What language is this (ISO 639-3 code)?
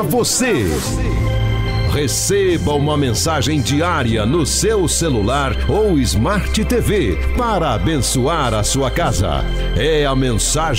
por